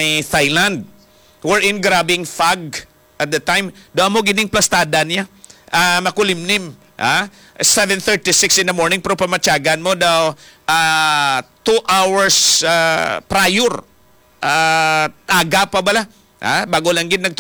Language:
Hiligaynon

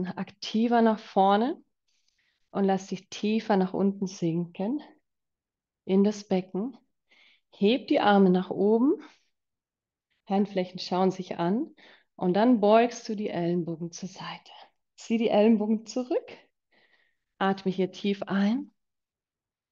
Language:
German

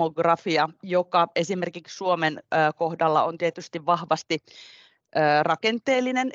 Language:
Finnish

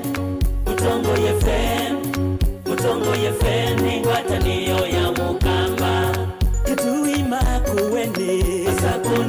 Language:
Kamba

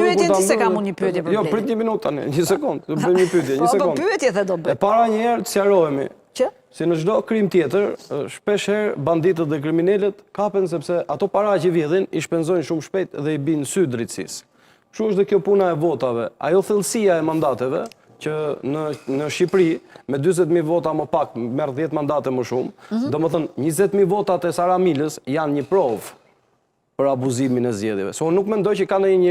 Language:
Albanian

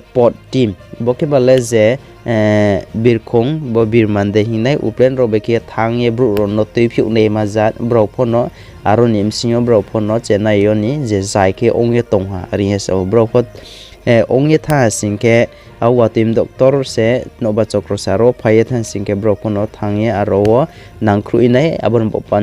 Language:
Riang (India)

